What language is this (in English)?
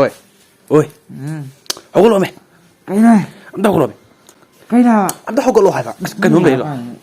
Manipuri